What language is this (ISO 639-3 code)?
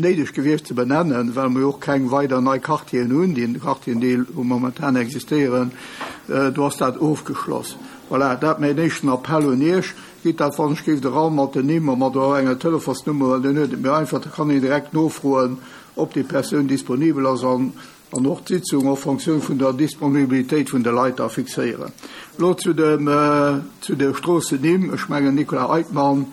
ltz